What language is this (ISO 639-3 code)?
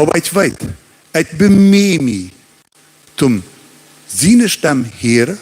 pdt